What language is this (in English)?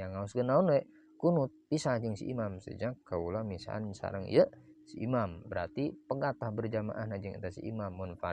Sundanese